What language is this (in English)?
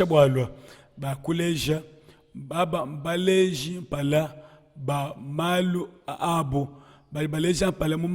Luba-Lulua